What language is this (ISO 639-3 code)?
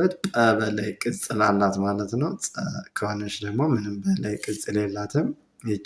amh